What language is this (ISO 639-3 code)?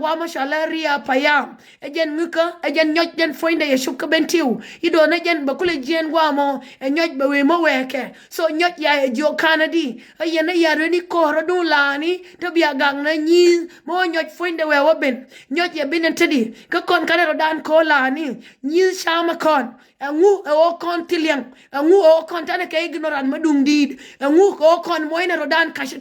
nus